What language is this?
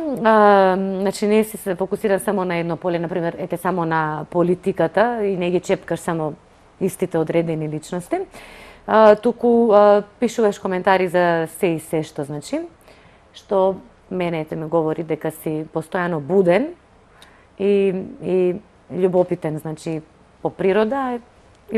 Macedonian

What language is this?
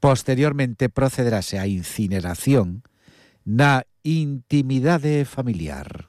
Galician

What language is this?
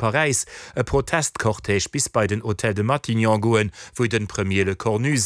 Luxembourgish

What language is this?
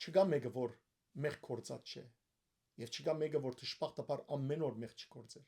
Western Armenian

